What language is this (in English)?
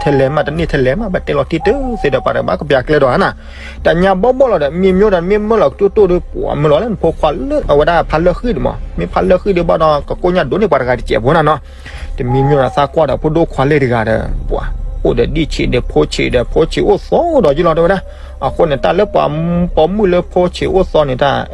S'gaw Karen